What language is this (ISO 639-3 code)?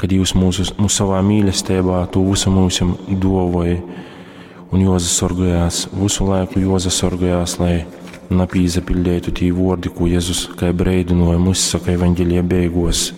ltg